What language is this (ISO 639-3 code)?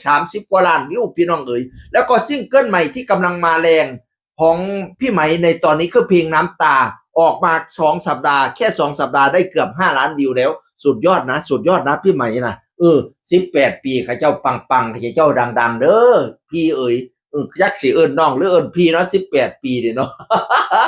tts